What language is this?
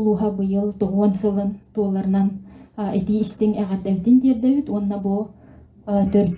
Yakut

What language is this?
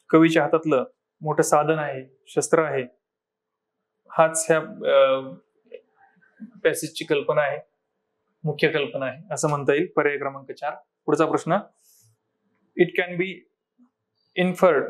Marathi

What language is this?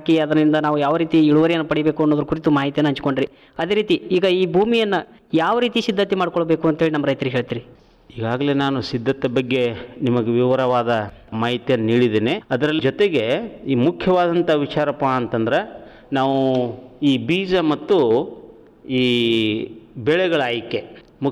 Kannada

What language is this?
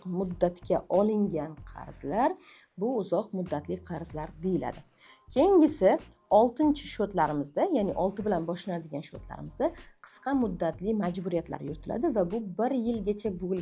Uzbek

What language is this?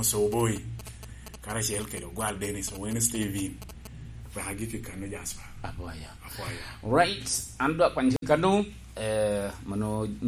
Lango (Uganda)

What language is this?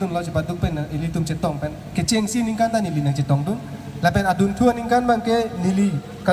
Karbi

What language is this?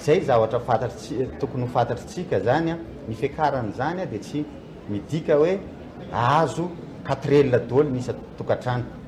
Malagasy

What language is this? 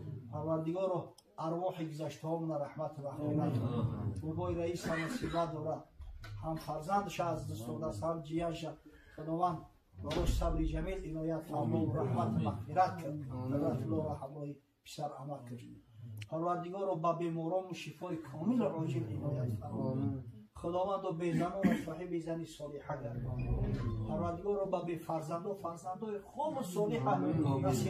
Tajik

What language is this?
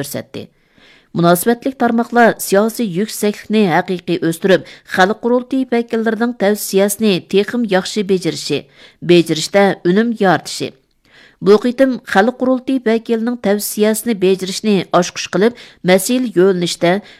Uyghur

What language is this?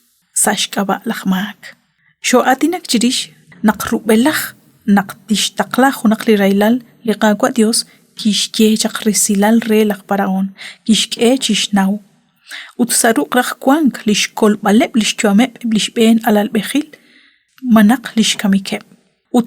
Kekchí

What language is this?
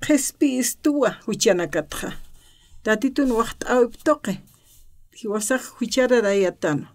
Aymara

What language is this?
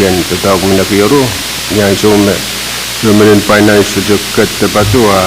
Pohnpeian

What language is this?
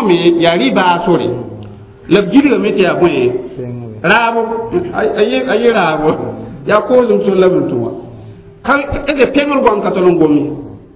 Mossi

